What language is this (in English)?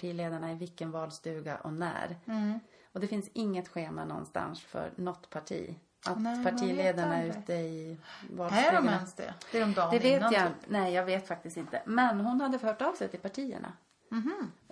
Swedish